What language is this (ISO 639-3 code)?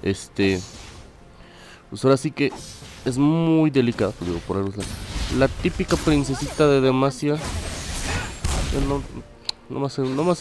spa